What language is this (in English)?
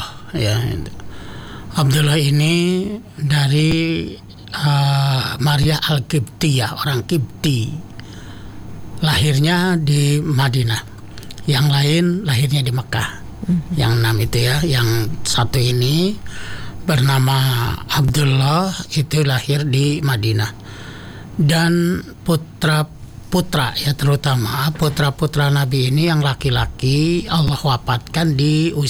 Indonesian